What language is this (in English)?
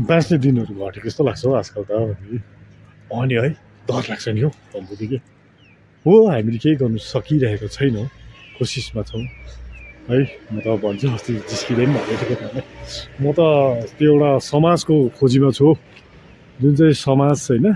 Nepali